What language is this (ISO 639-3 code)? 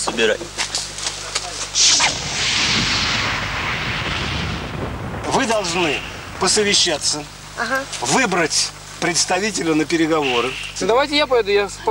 rus